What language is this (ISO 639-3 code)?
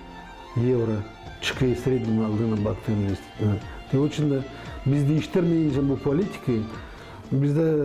gag